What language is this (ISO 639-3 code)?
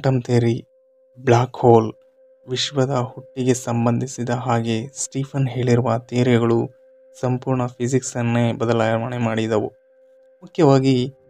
kan